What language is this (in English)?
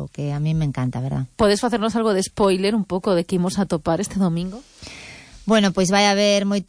Galician